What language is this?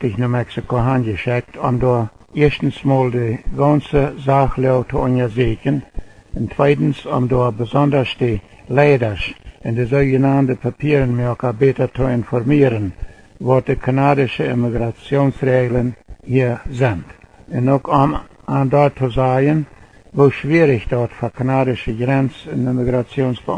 Plautdietsch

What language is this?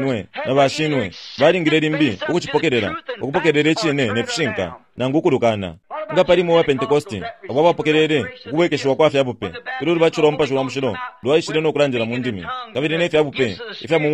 Bemba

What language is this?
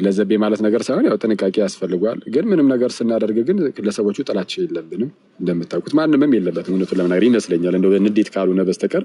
Amharic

